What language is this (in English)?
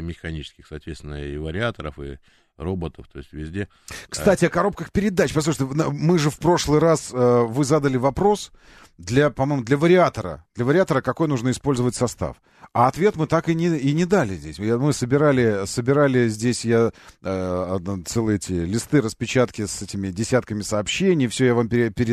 Russian